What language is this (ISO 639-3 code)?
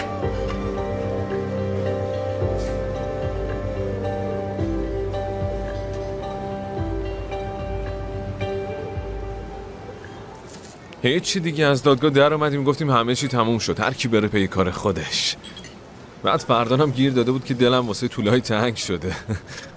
fas